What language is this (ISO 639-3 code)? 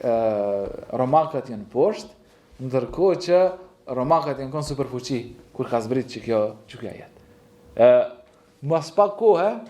sqi